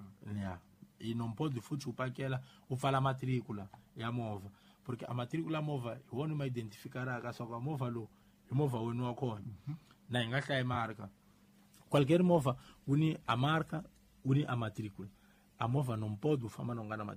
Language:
Tsonga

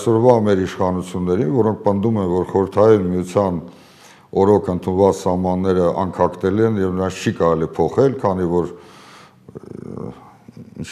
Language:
Armenian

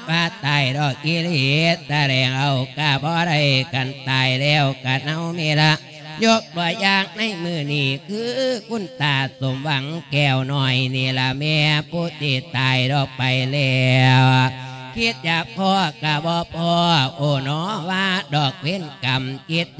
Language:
Lao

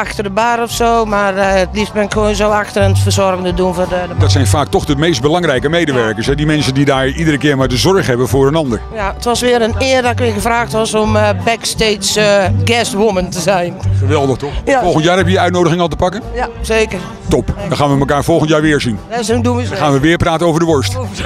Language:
Dutch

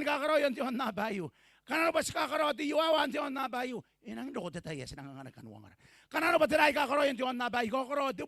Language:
Gilbertese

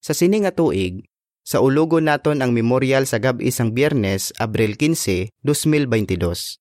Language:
Hiligaynon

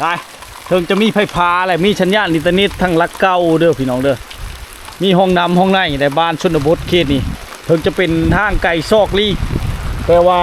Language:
Lao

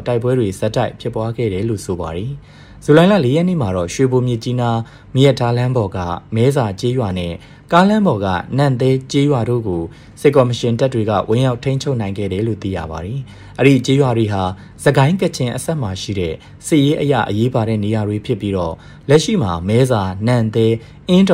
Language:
Burmese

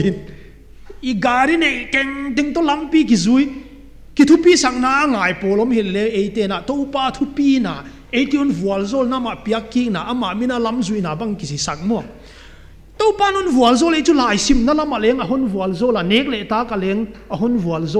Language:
Paite Chin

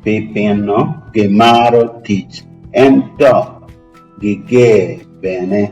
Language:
Acoli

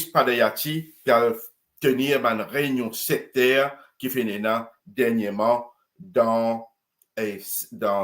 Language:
Morisyen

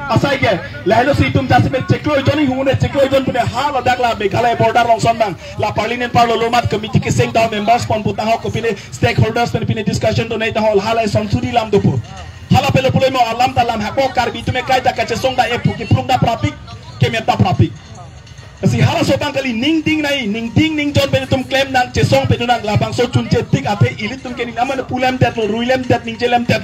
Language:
Karbi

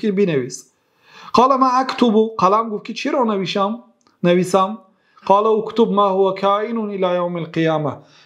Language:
Persian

